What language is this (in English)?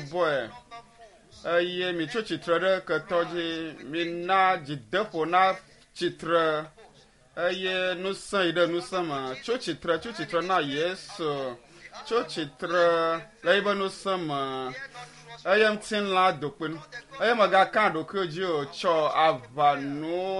Ewe